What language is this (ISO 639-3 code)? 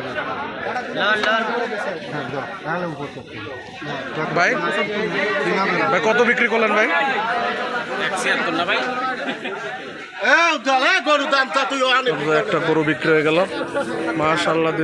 ben